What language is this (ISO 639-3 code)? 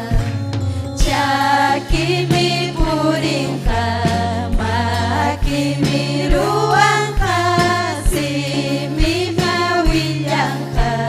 quy